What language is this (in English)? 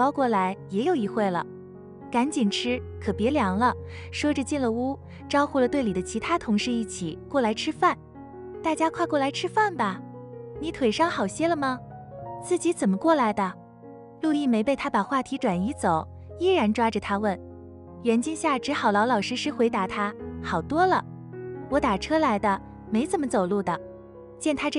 Chinese